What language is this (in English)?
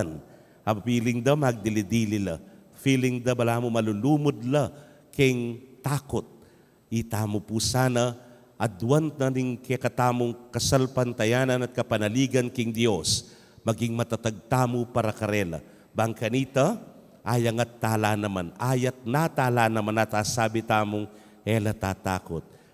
Pampanga